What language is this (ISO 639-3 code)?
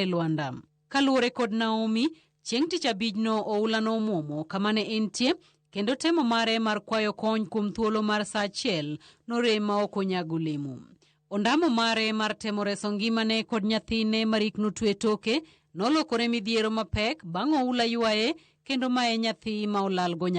luo